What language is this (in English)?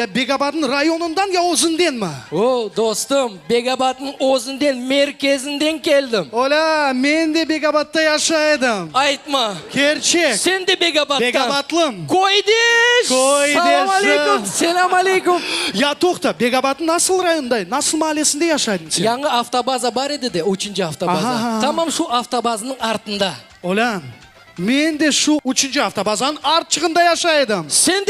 Crimean Tatar